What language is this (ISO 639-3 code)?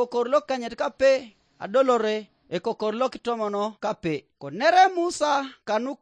teo